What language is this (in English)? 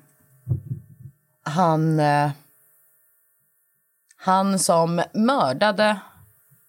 Swedish